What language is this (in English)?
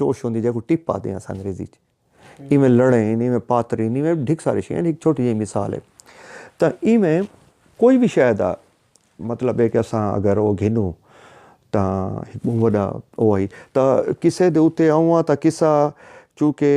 Saraiki